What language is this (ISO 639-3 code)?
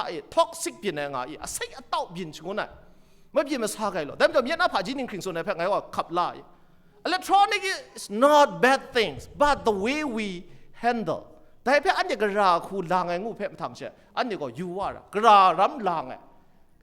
kac